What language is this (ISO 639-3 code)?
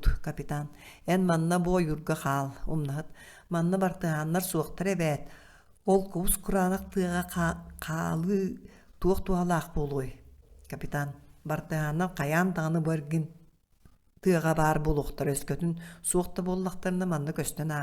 sah